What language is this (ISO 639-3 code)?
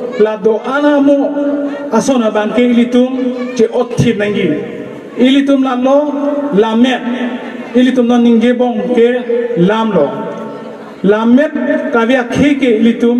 mjw